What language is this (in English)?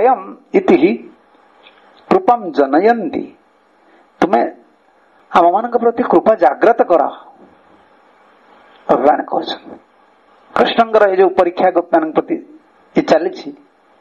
Odia